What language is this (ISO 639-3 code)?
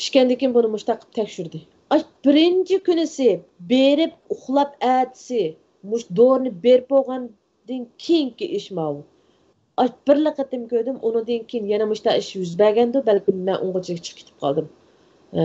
uig